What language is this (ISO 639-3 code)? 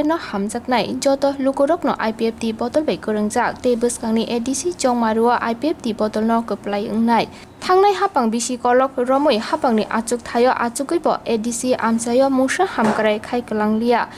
trp